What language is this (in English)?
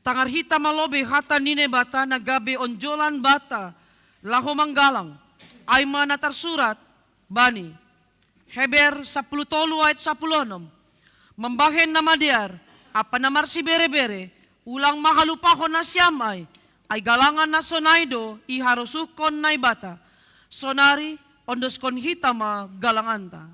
Batak Simalungun